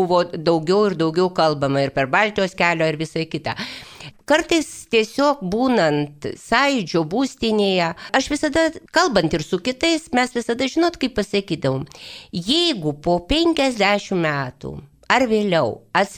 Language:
Lithuanian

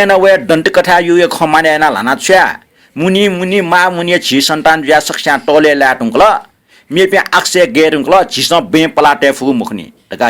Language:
Newari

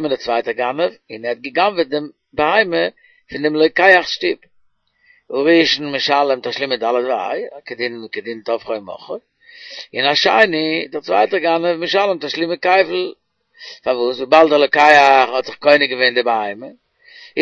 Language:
Yiddish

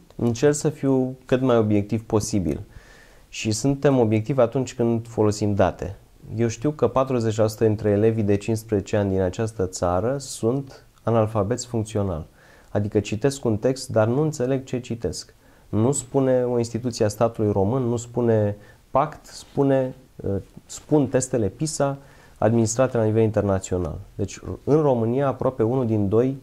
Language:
Romanian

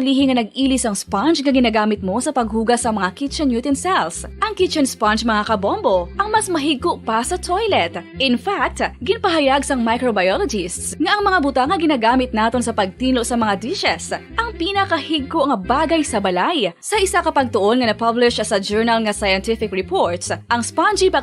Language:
Hiligaynon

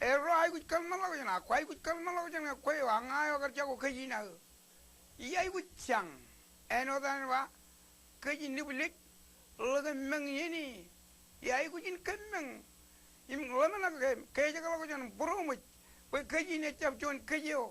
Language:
Marshallese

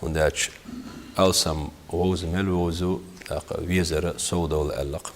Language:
Chechen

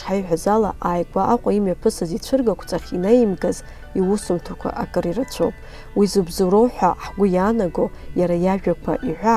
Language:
Abkhazian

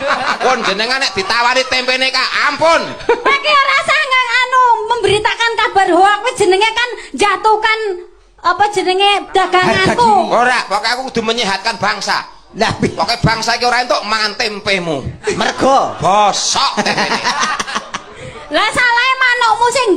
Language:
Javanese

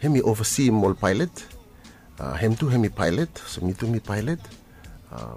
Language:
Bislama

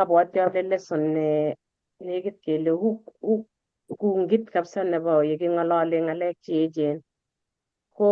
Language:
Kalenjin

